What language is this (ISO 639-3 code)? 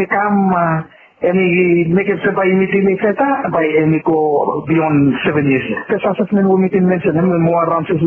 bis